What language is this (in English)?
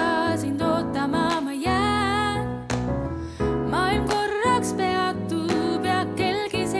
Estonian